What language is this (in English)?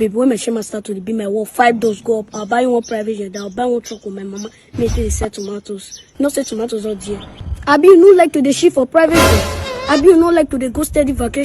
Nigerian Pidgin